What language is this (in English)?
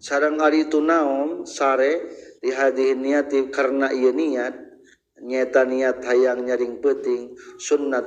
Sundanese